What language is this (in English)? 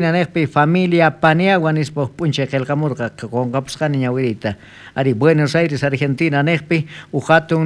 South Bolivian Quechua